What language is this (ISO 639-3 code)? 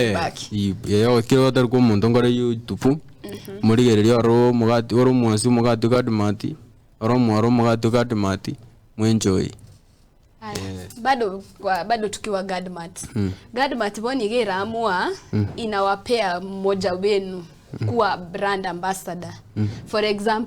guz